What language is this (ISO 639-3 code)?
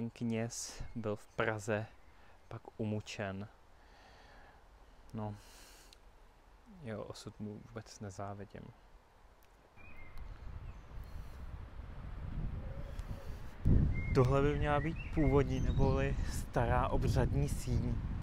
ces